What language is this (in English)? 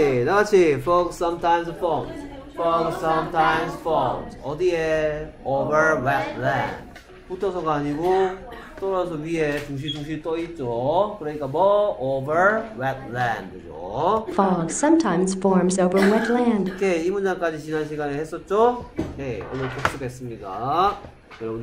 Korean